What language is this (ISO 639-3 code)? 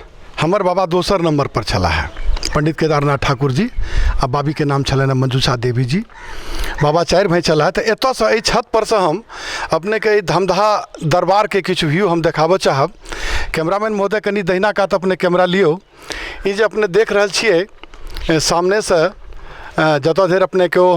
mai